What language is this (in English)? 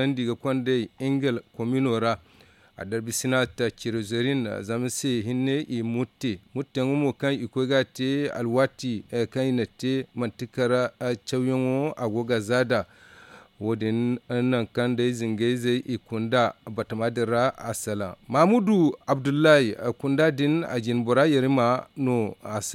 Zarma